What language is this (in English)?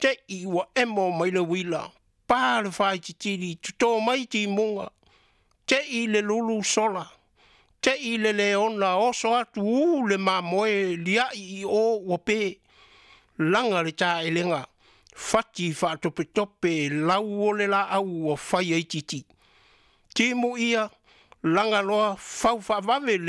Samoan